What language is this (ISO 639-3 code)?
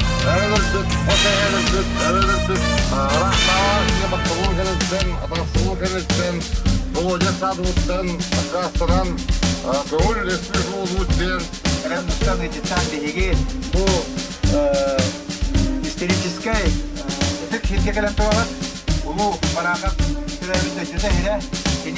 sah